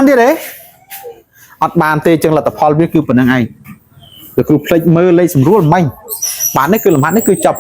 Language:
Khmer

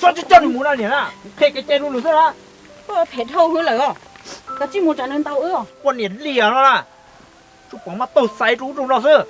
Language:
Hmong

